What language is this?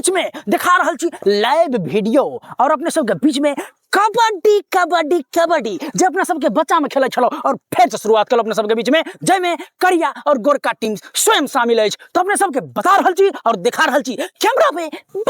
Maithili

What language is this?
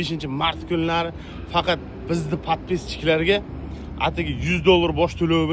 Uzbek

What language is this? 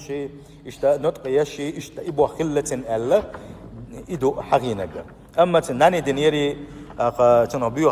Chechen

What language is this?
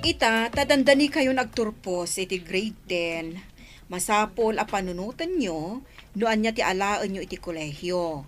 Iloko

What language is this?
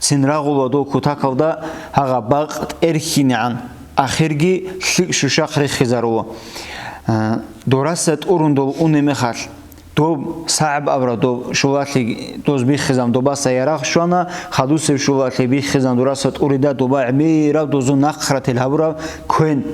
Avaric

